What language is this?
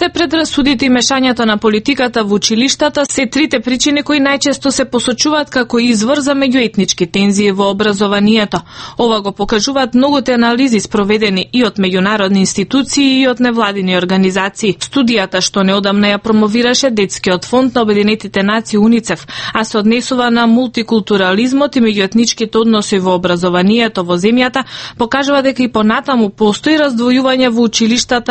Macedonian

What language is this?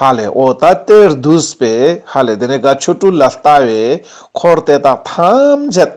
Ladakhi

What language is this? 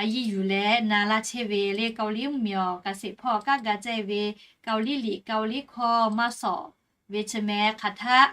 Lahu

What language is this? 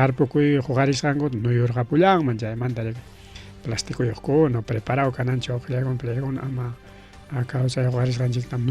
Ayacucho Quechua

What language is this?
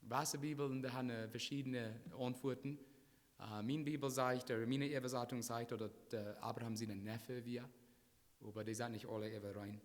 Plautdietsch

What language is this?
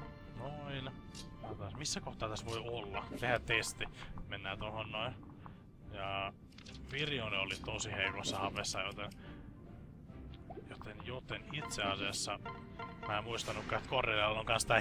Finnish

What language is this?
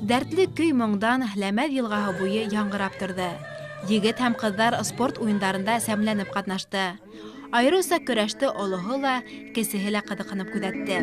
Bashkir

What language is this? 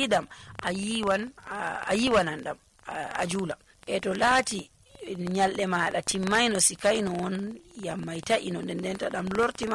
Nigerian Fulfulde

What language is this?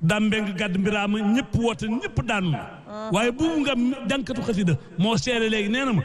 Wolof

